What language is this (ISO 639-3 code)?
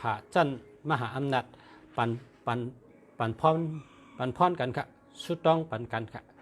shn